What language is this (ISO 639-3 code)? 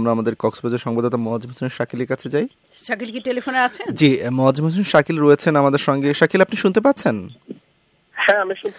ben